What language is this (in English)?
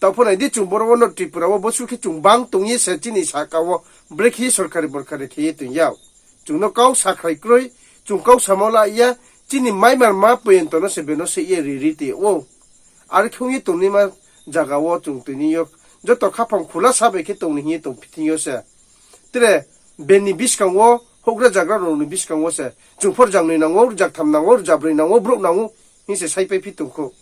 Riang (India)